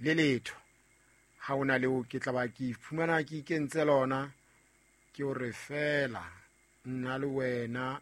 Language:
Southern Sotho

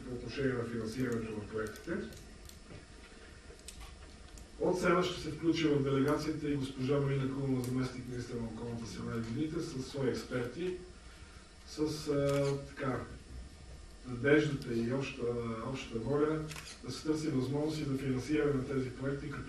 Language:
Bulgarian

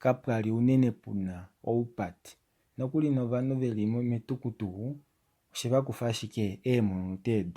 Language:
Kuanyama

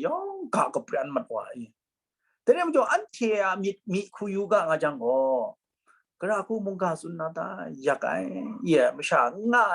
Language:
Kachin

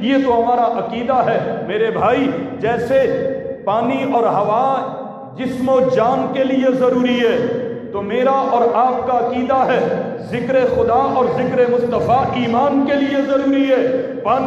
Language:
Urdu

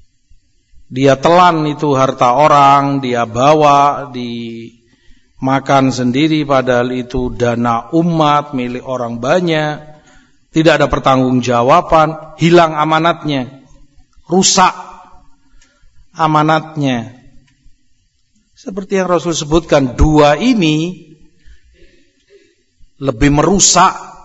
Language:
Indonesian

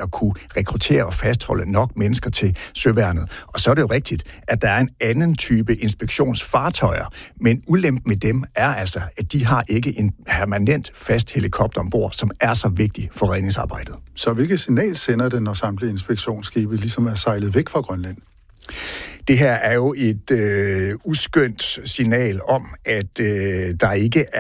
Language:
Danish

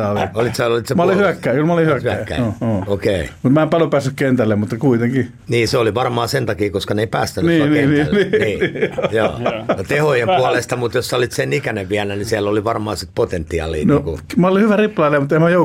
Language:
Finnish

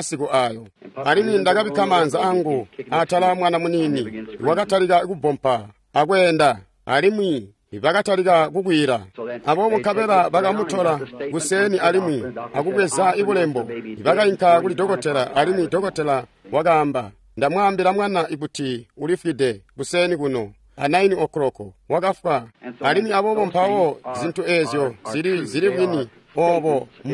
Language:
Tonga (Zambia)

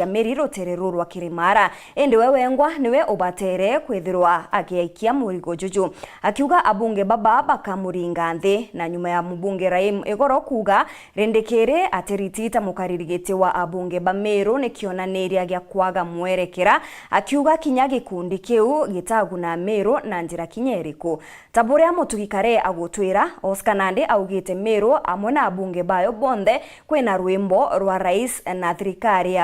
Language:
Meru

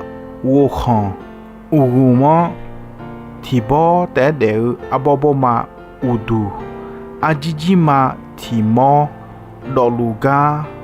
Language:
Akha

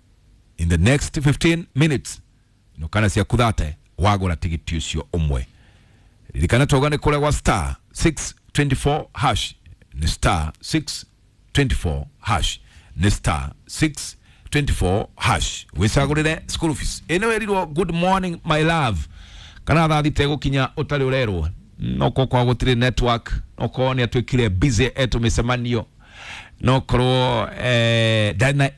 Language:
Kikuyu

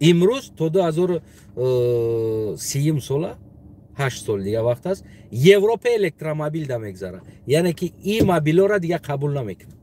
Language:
Tajik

